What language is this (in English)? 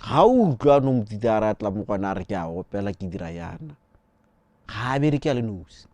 Tswana